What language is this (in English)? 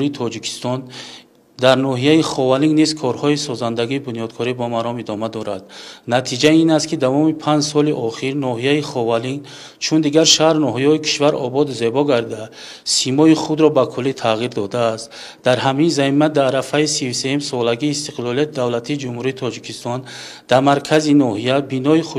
Tajik